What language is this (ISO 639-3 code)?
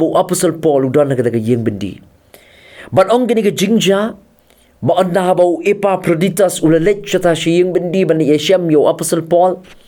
kha